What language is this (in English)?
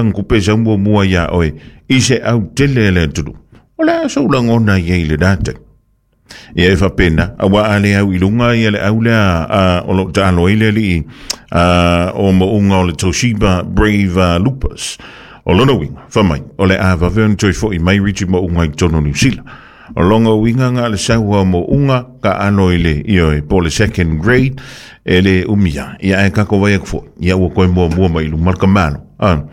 Samoan